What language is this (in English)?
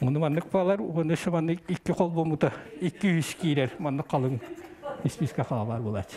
Yakut